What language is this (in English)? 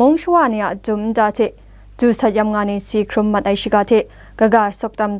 Kachin